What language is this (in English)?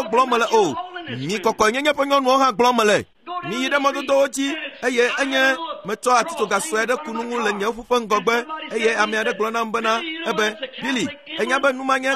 Ewe